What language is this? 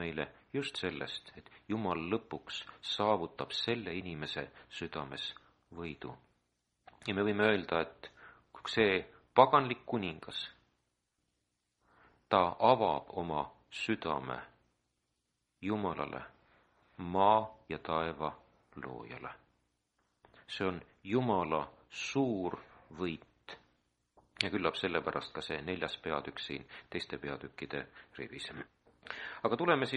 Estonian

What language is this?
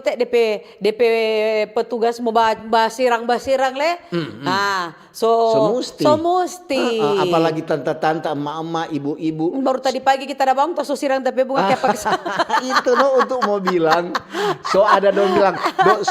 Manado Malay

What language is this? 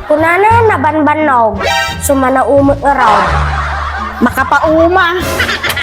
Iloko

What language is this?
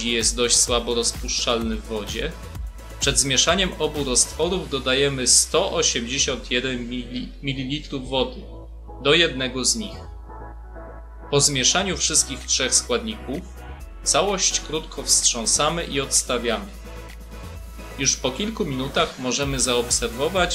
Polish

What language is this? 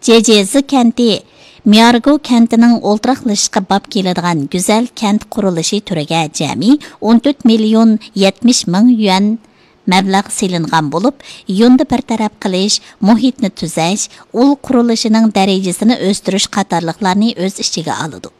Uyghur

